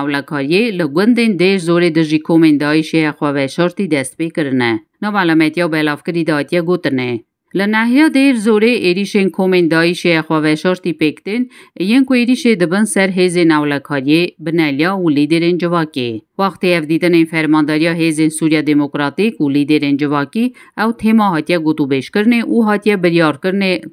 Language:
Kurdish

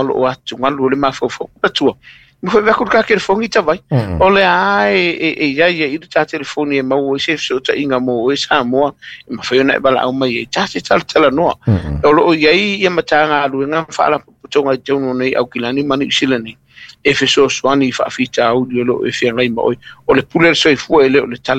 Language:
Samoan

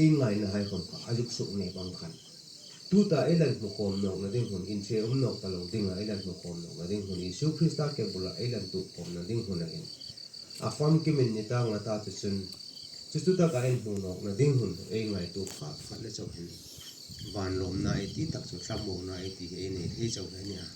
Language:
Hmar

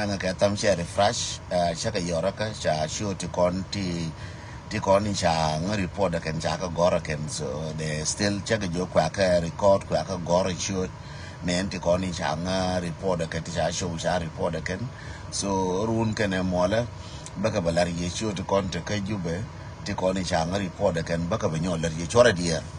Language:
Nuer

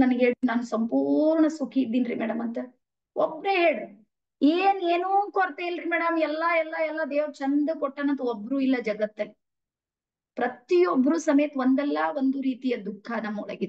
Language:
Kannada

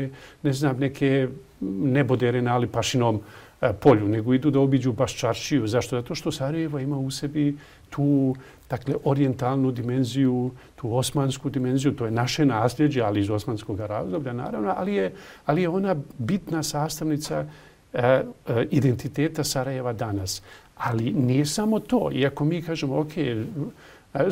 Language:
Bosnian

